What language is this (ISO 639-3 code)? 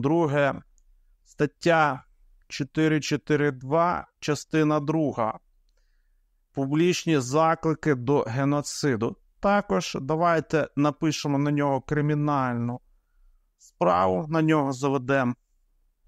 ukr